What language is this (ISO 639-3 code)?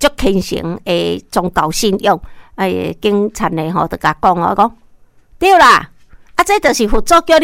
nan